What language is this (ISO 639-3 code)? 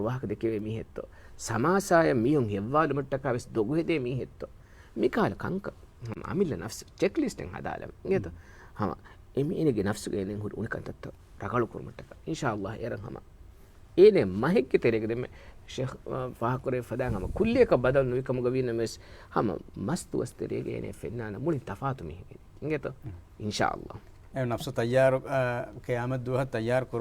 div